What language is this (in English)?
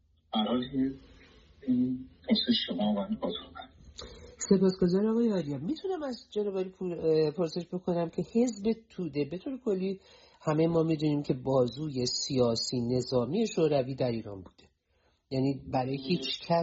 Persian